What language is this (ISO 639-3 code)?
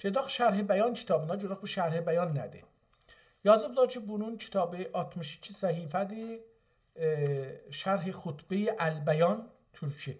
azb